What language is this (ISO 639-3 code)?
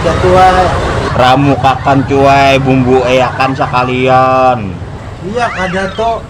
bjn